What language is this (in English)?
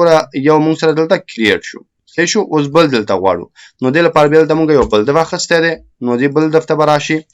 Pashto